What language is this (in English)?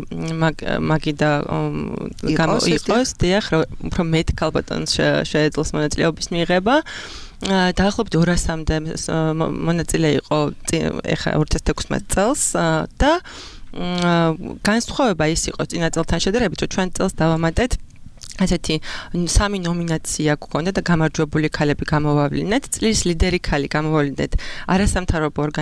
Georgian